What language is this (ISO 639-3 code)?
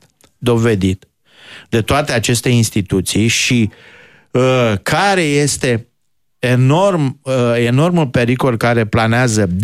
ron